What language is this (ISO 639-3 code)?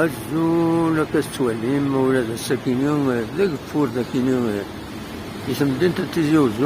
kab